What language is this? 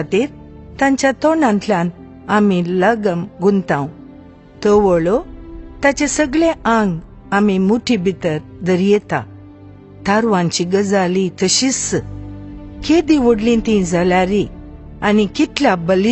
Konkani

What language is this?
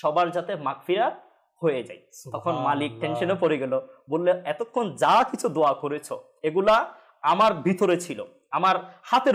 Bangla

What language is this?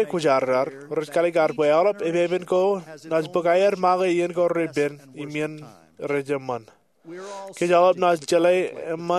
Marshallese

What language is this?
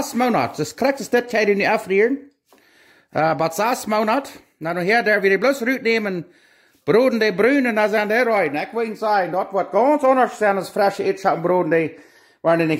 Plautdietsch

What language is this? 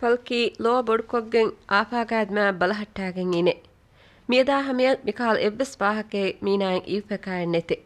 Divehi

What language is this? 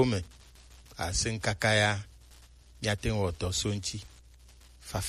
Gen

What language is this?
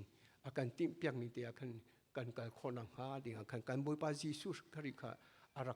Hakha Chin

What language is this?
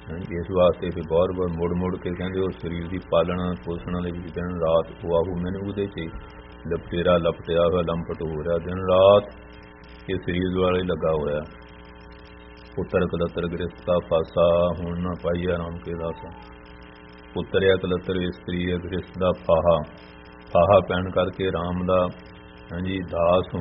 Punjabi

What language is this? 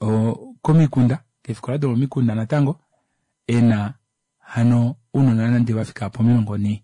Kuanyama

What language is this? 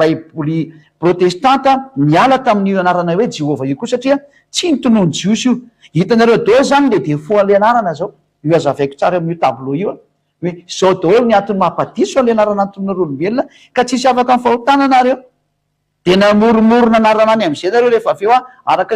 Malagasy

